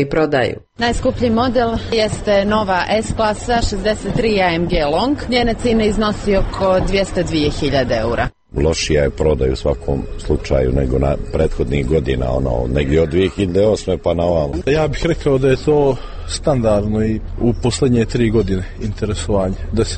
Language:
Serbian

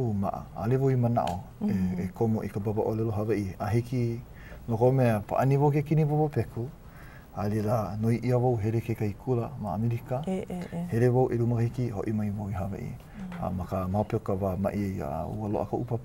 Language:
Hawaiian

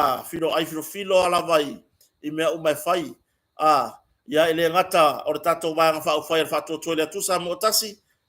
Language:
Samoan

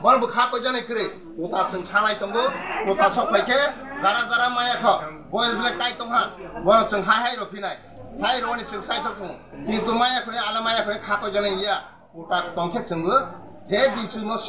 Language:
Kok Borok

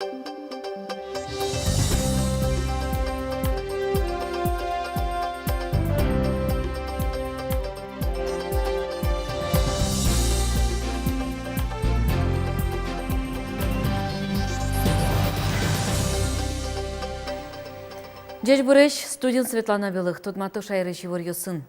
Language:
Udmurt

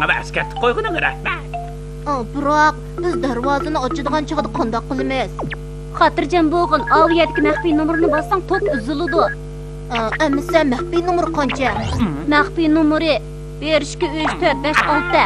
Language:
Uyghur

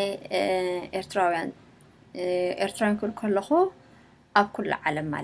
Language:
Tigrinya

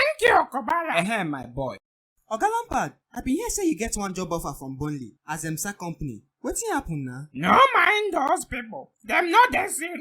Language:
Nigerian Pidgin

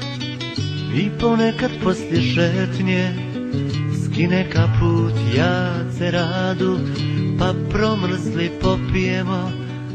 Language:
Croatian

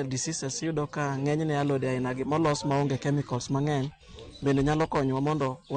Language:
Luo (Kenya and Tanzania)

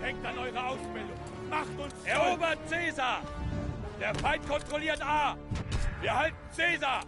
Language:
Swiss German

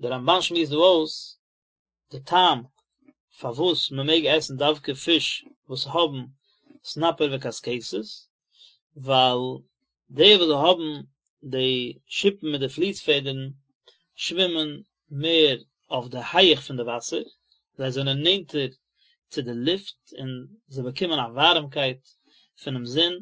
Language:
Yiddish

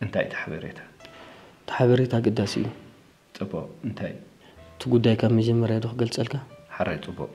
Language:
Tigrinya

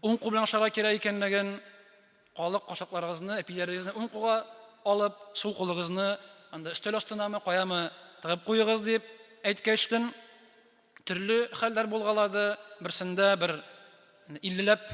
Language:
Tatar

